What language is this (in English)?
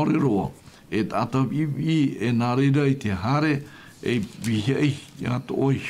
Tahitian